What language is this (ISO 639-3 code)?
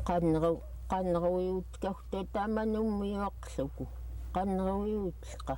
esu